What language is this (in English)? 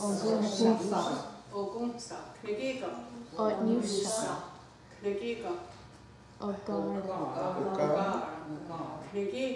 Mohawk